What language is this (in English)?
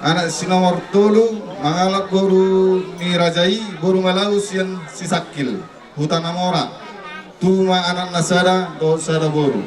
Batak Toba